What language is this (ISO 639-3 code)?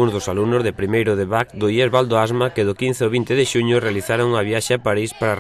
glg